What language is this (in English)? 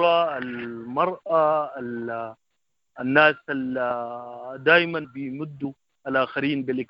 Sudanese Arabic